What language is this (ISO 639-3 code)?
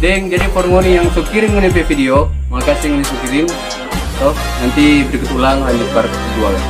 xmm